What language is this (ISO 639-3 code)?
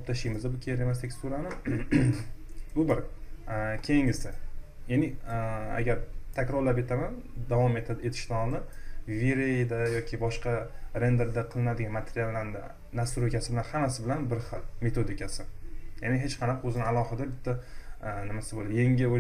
uzb